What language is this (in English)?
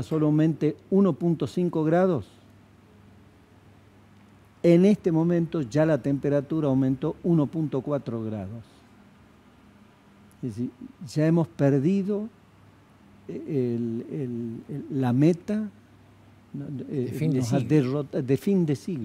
Spanish